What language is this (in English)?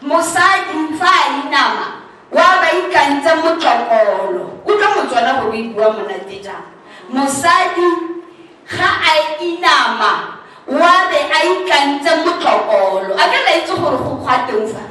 Tswana